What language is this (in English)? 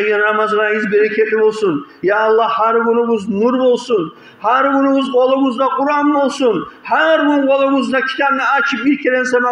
Kumyk